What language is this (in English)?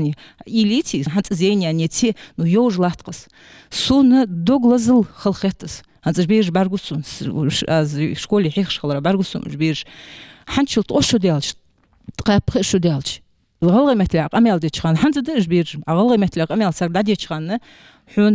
Ingush